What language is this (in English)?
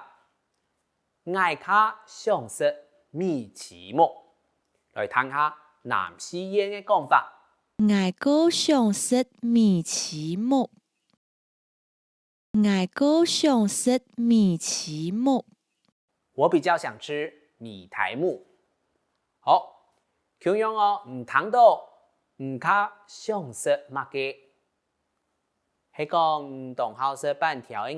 Hakka Chinese